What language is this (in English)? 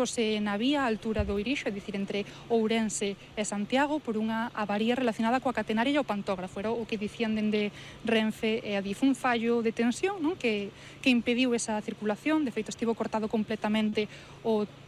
Galician